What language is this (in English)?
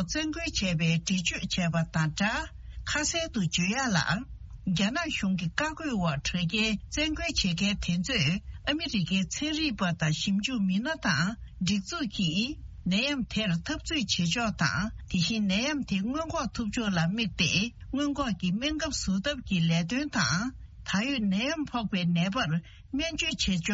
Tibetan